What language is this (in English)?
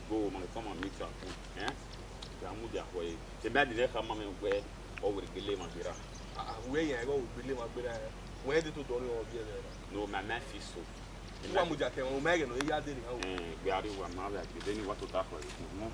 Bini